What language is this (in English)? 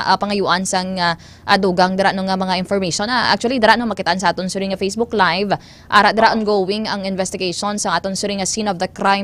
Hiligaynon